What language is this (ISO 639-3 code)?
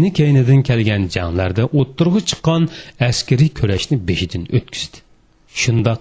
uig